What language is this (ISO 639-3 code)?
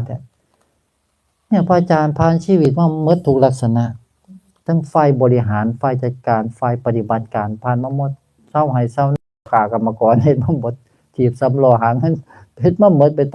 tts